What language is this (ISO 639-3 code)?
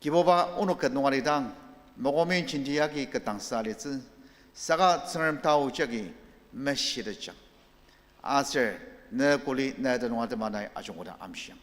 njo